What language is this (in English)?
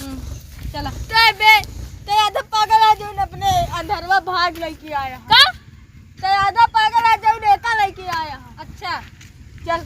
Awadhi